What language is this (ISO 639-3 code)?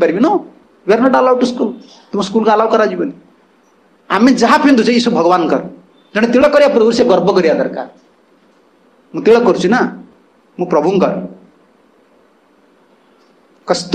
ori